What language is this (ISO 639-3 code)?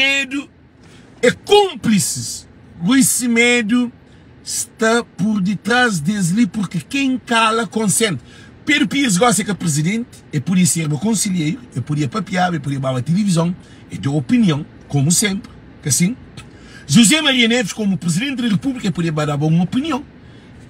kea